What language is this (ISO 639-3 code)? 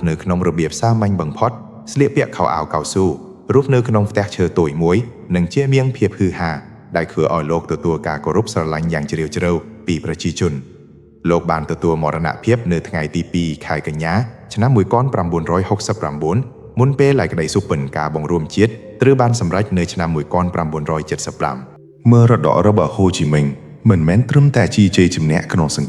khm